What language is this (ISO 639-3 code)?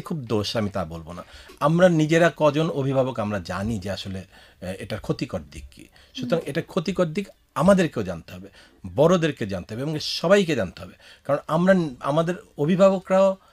ben